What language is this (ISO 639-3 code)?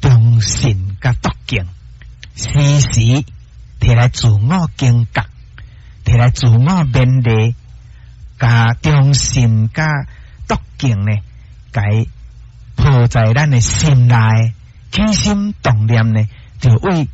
nan